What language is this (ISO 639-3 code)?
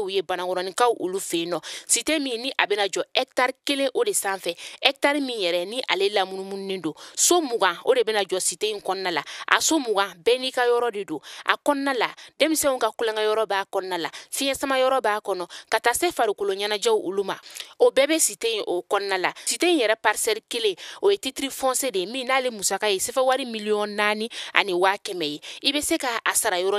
bam